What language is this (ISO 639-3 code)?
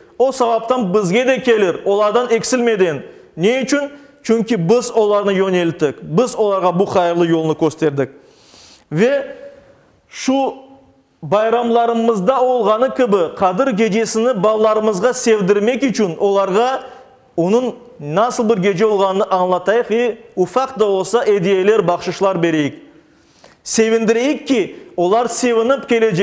crh